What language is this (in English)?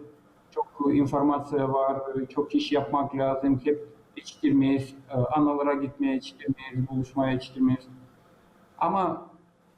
Gagauz